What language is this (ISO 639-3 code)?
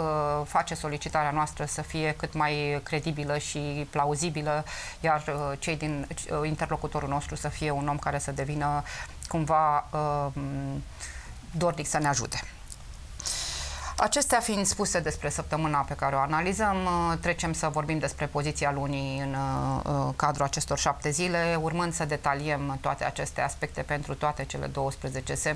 ron